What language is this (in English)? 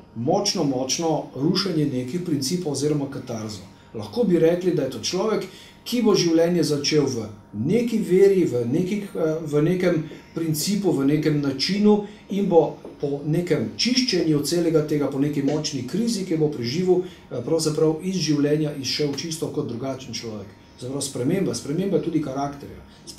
Slovenian